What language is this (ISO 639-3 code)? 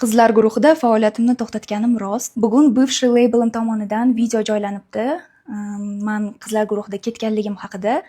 uzb